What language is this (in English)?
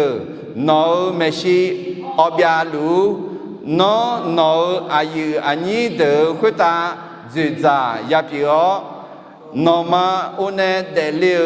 Akha